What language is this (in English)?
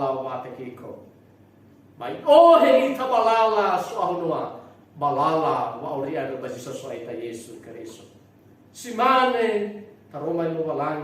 Nias